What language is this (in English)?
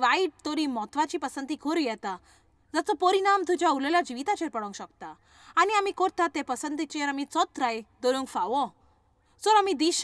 Konkani